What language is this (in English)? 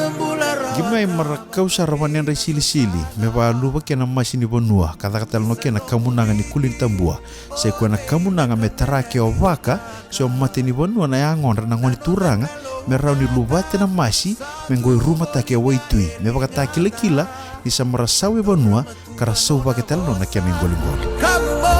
Fijian